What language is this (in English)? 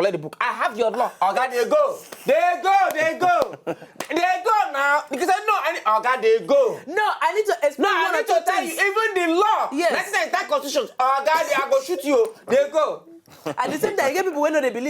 Nigerian Pidgin